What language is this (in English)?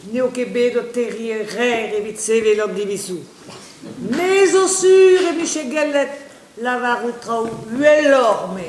Breton